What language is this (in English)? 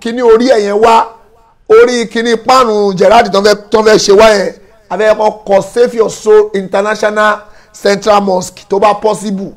Yoruba